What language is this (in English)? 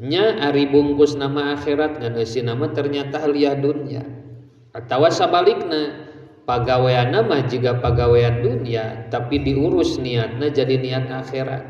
Sundanese